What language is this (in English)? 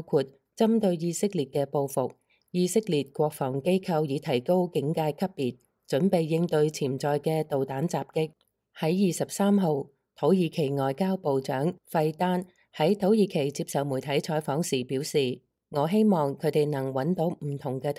Cantonese